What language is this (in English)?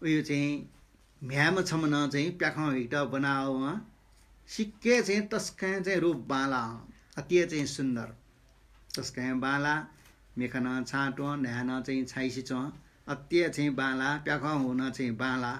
Newari